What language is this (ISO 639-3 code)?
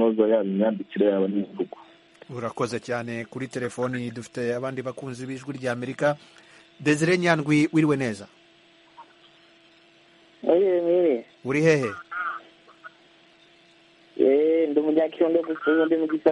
kin